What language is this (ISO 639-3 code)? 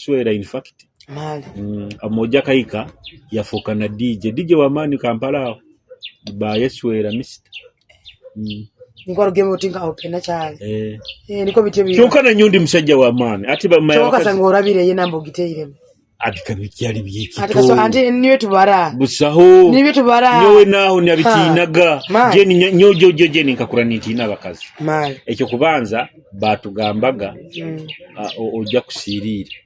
nyo